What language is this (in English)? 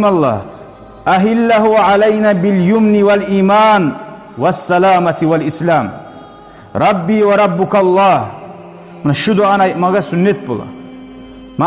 Kumyk